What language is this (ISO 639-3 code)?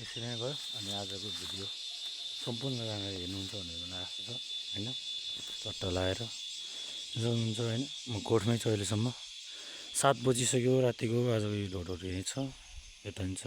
nep